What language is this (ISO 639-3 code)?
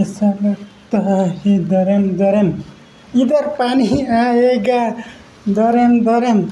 nep